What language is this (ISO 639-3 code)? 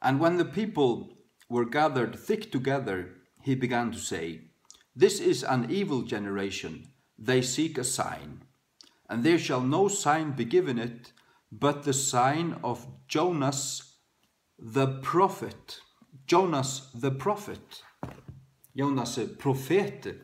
fao